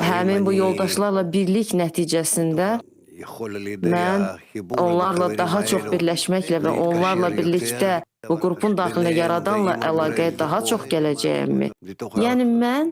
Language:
Azerbaijani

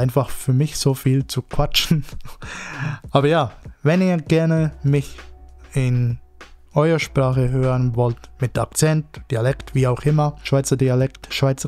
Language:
Swiss German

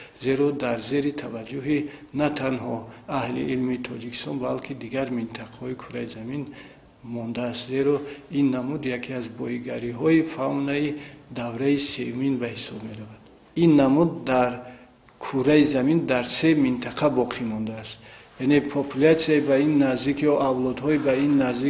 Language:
Tajik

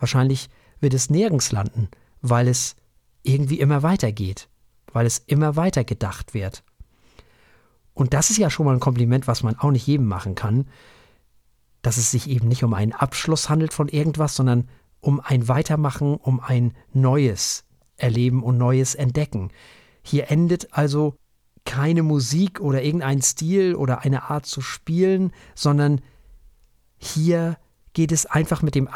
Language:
German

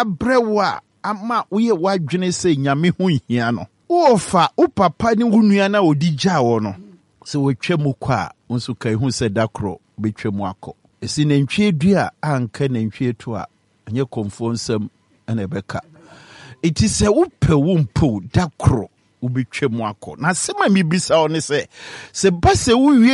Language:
Akan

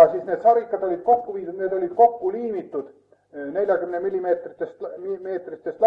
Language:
Estonian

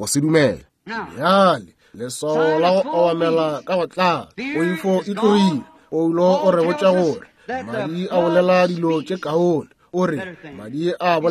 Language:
Northern Sotho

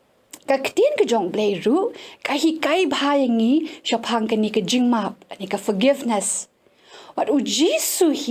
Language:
Khasi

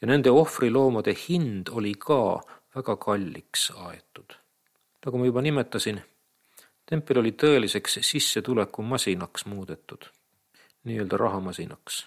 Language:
Estonian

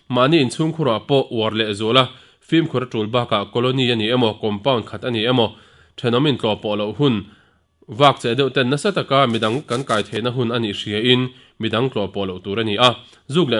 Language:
Mizo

